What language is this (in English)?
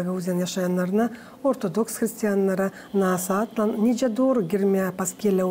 Gagauz